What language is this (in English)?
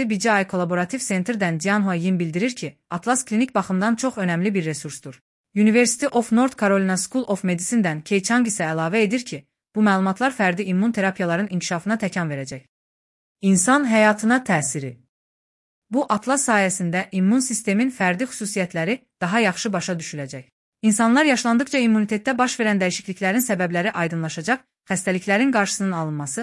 Azerbaijani